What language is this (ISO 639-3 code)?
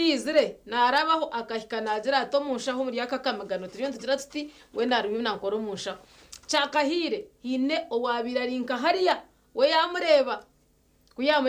nyn